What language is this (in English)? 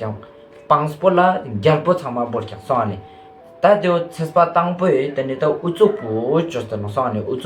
Ladakhi